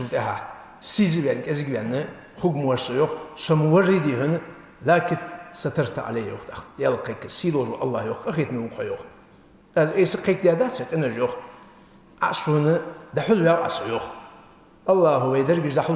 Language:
Ingush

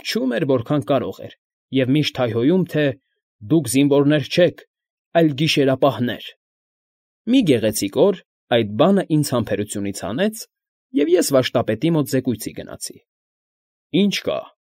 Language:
Armenian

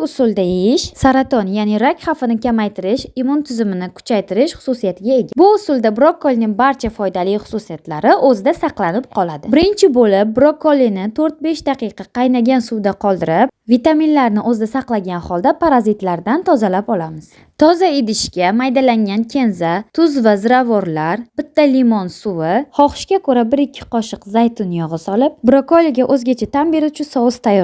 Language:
Uzbek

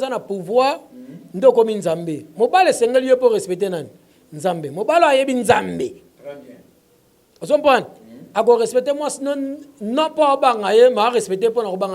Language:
Lingala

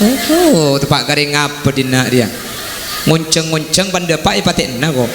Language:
Madurese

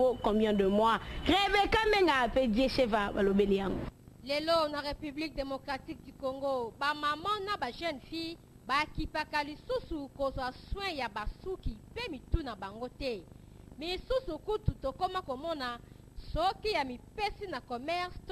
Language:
Lingala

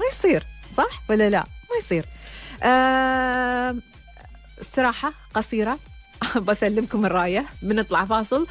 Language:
Gulf Arabic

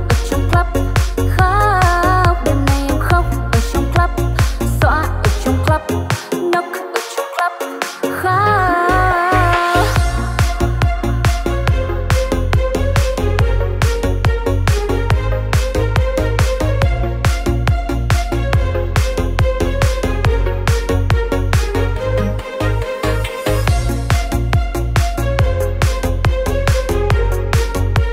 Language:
Vietnamese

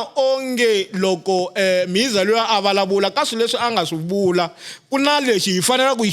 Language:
Tsonga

